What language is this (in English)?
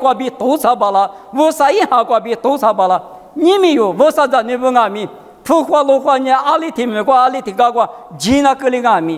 Lisu